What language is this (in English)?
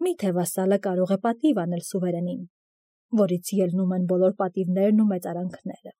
Armenian